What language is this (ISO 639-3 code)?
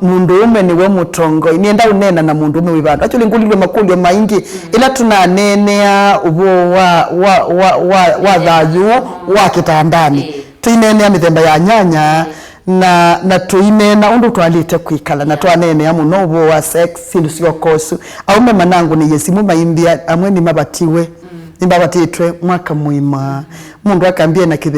kam